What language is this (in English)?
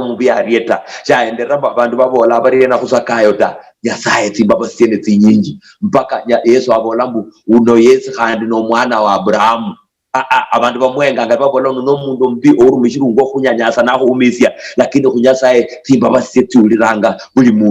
Luyia